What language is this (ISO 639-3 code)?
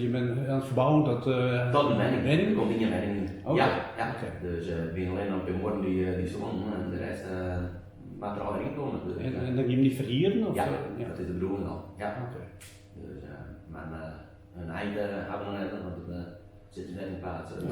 fry